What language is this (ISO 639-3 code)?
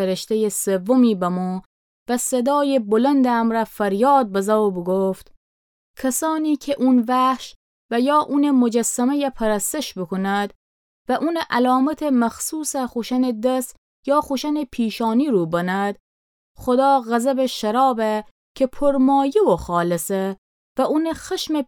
glk